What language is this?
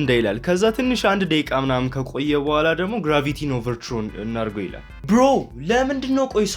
Amharic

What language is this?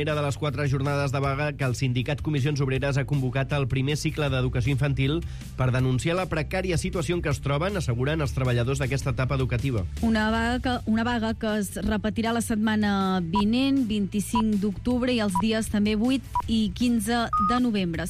Catalan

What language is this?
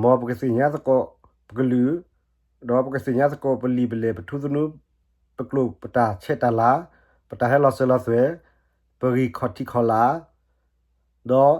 S'gaw Karen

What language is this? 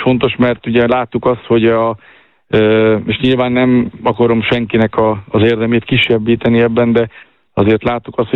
Hungarian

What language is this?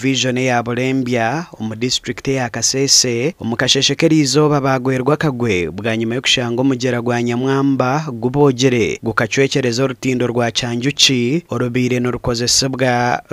Nyankole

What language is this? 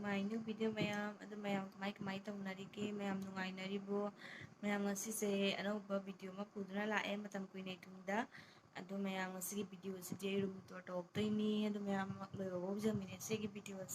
Manipuri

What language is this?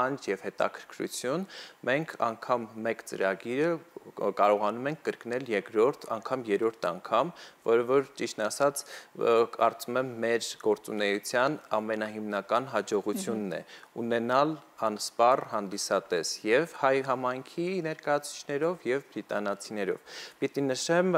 Armenian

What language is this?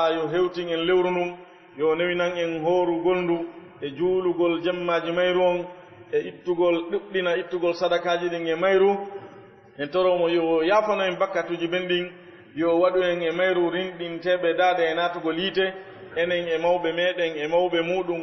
Fula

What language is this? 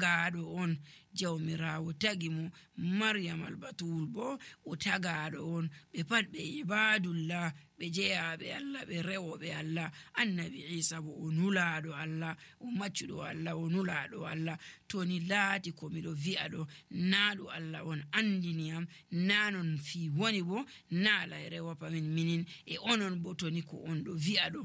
Nigerian Fulfulde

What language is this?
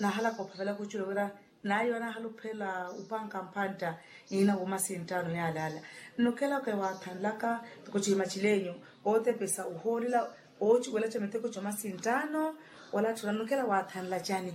Makhuwa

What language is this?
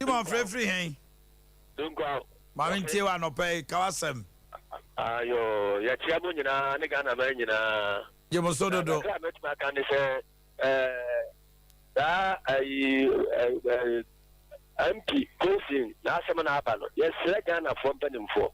Akan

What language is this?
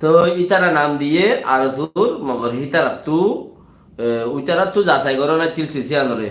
Rohingya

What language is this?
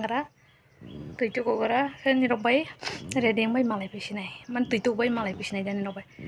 Kok Borok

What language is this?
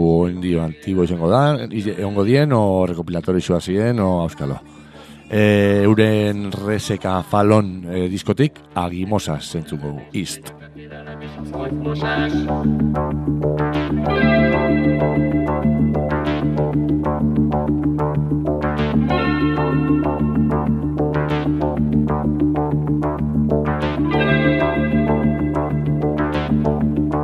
Basque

